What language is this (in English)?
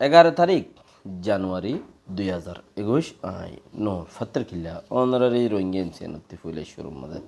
Rohingya